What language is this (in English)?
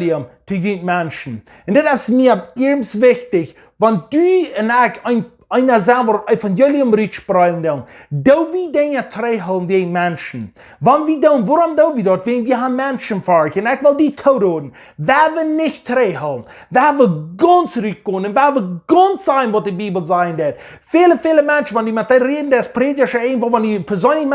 Plautdietsch